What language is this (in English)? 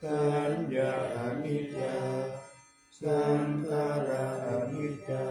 Pali